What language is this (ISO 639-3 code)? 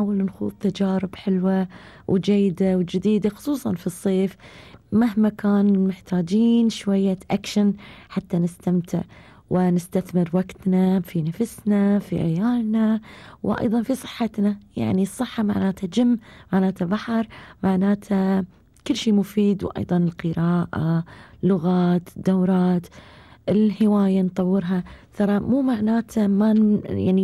afb